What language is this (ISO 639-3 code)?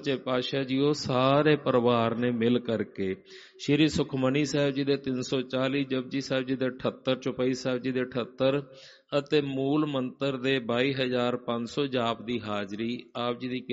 pan